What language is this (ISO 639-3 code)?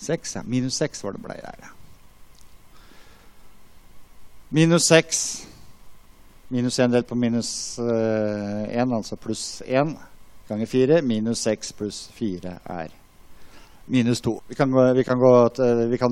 nor